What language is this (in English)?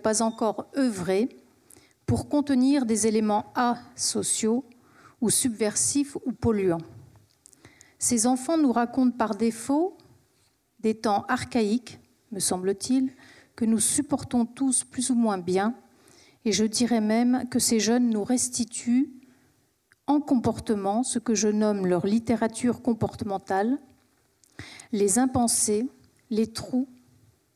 French